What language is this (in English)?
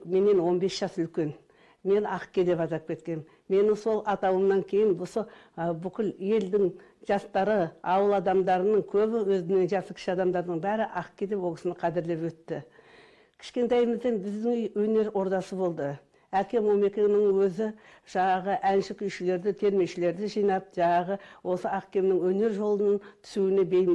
Kazakh